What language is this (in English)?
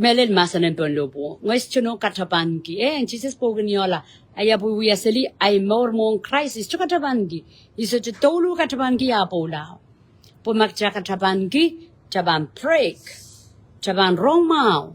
Pohnpeian